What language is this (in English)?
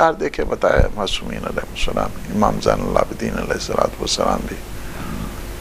Urdu